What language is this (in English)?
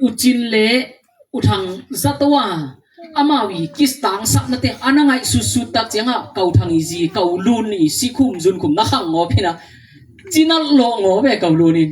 Tedim Chin